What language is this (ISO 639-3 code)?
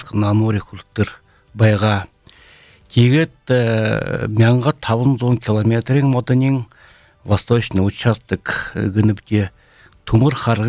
bua